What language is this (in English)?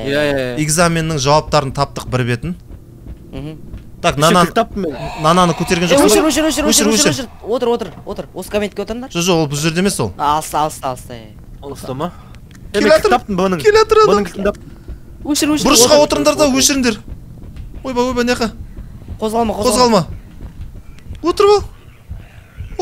Kazakh